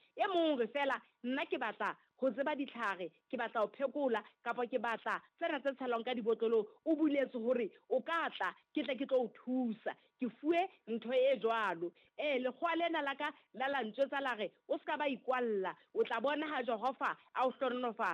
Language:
Southern Sotho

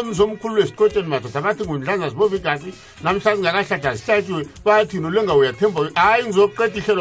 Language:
South Ndebele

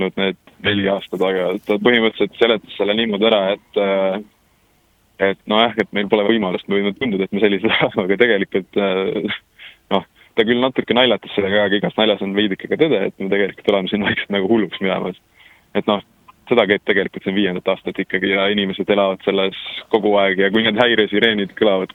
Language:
Estonian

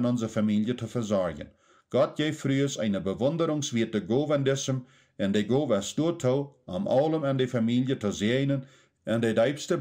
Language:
Plautdietsch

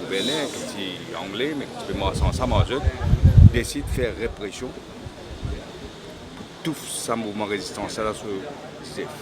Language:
Morisyen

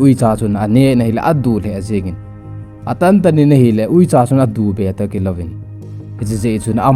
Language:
Thado Chin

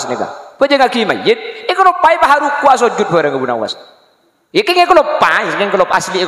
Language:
Madurese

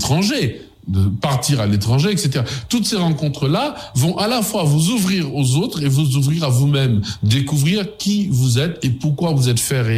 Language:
French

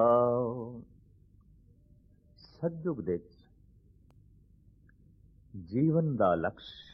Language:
Punjabi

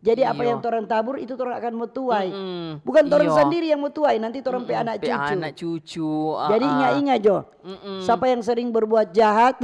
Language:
Manado Malay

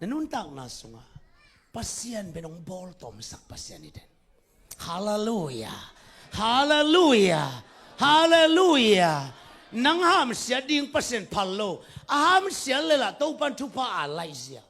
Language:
Tedim Chin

